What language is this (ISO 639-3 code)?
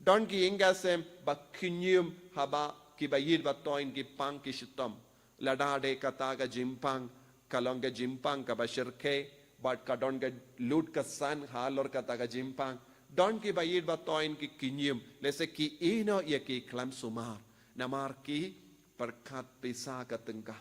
kha